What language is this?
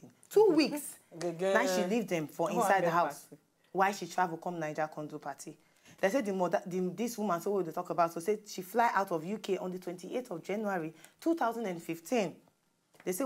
Nigerian Pidgin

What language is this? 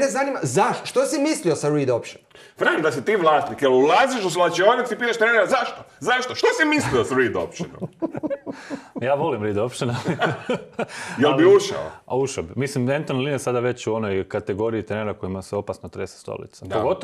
Croatian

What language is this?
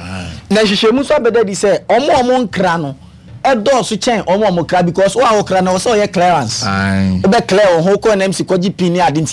Akan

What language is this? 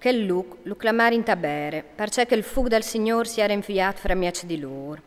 Friulian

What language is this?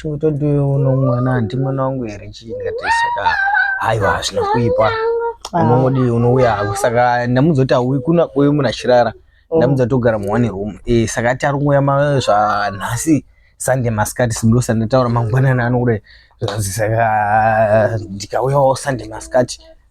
Shona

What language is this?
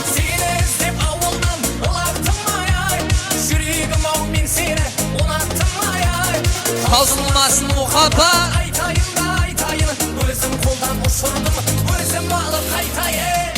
Kara-Kalpak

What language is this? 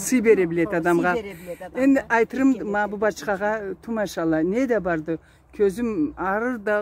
Karachay-Balkar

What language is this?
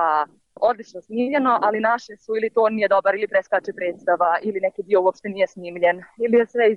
Bosnian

